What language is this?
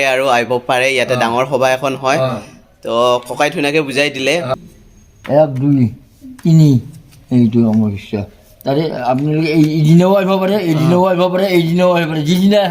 Assamese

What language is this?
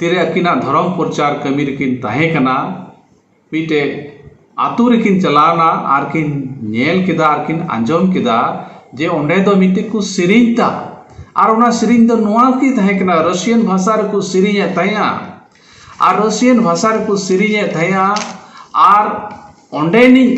Santali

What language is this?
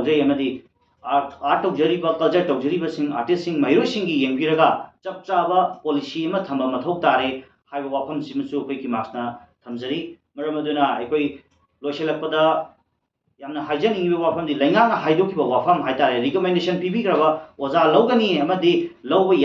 Manipuri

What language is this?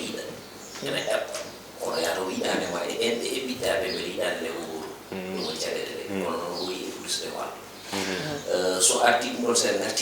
Fula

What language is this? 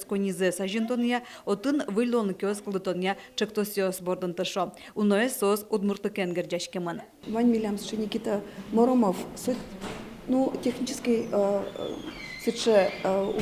Udmurt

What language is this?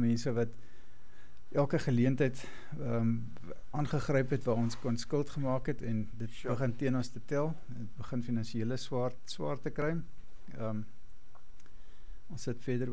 Afrikaans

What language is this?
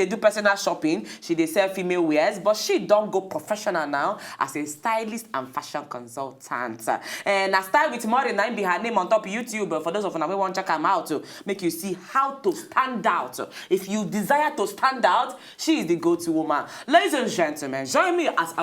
Nigerian Pidgin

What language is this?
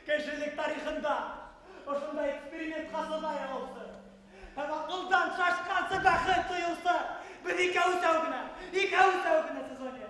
Bashkir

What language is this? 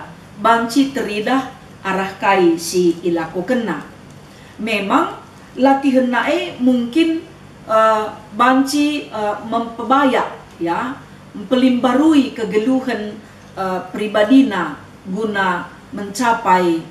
Batak Karo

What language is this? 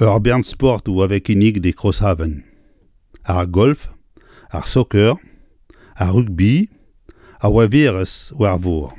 Breton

